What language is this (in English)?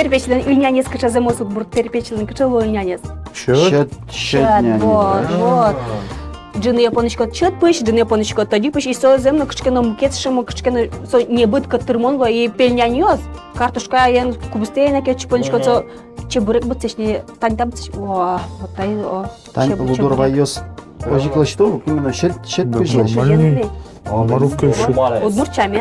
Udmurt